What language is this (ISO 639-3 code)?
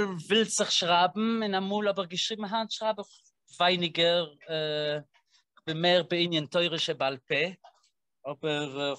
yid